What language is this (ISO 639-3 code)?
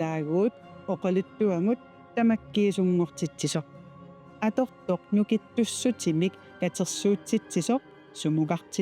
kal